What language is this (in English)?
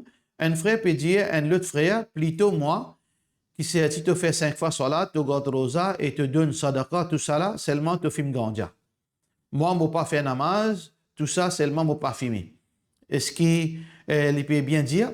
Morisyen